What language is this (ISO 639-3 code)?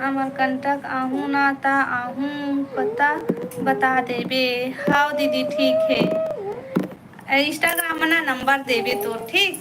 hne